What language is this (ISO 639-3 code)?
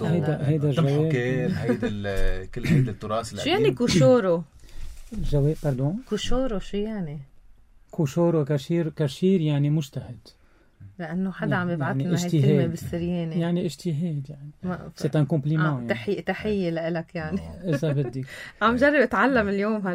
apc